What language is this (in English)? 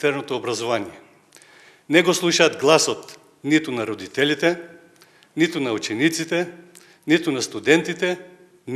Macedonian